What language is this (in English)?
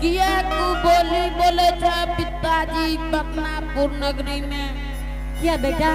Angika